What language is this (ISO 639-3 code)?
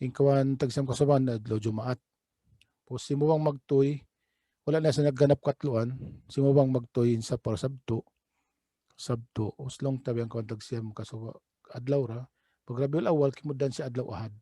tsg